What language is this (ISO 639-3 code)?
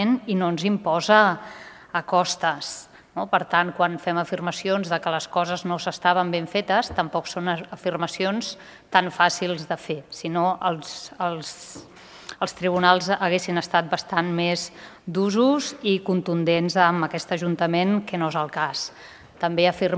cat